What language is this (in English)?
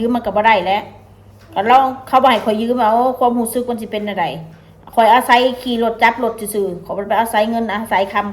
Northeastern Thai